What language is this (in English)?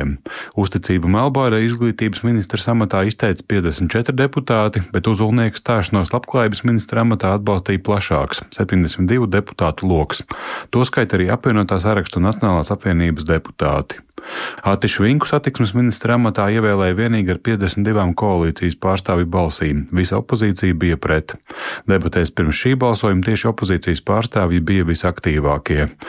Latvian